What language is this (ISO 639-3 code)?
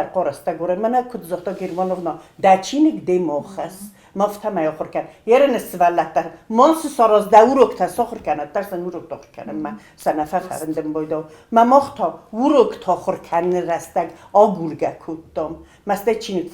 oss